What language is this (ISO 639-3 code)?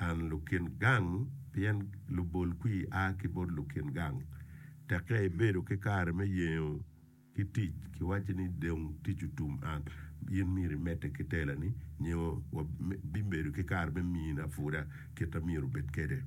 ach